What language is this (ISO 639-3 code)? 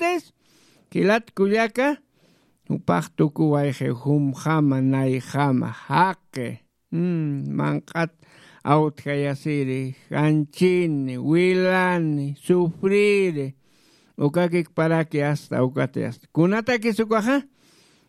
aym